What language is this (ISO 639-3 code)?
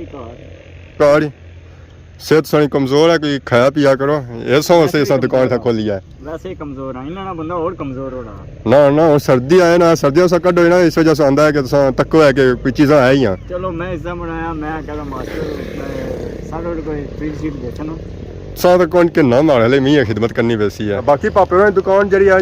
phr